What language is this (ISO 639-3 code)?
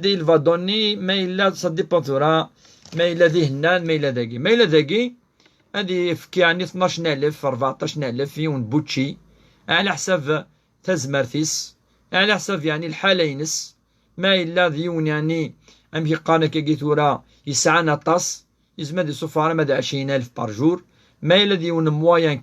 kab